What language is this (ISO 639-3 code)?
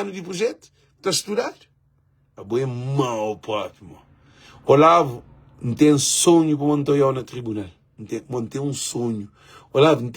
kea